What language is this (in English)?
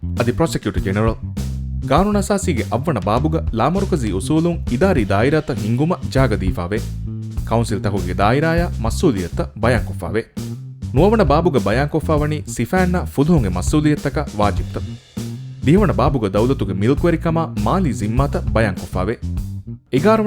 Divehi